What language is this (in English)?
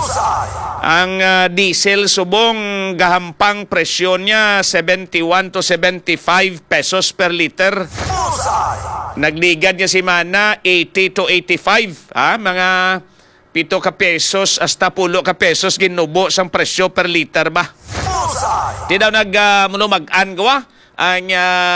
Hiligaynon